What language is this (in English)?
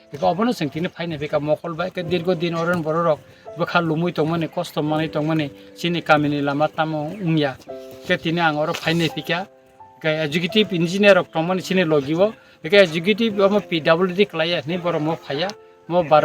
Kok Borok